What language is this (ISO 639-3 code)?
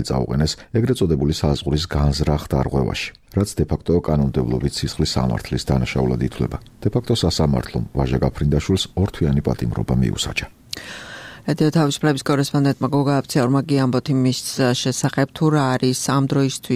kat